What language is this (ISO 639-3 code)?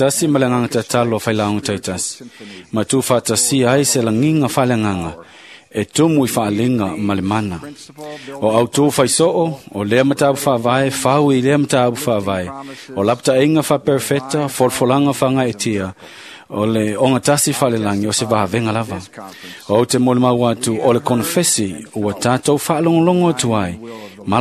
smo